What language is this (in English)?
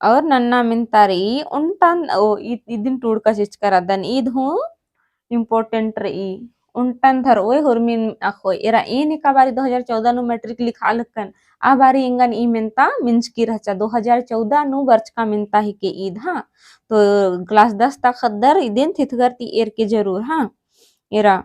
Kurukh